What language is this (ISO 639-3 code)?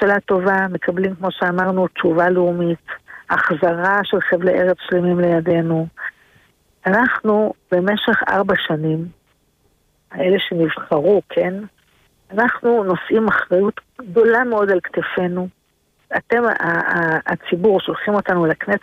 heb